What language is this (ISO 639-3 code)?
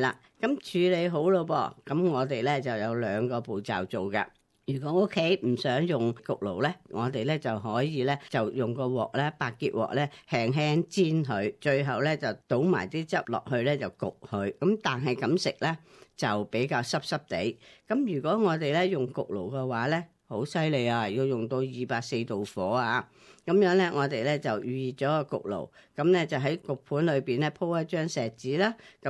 yue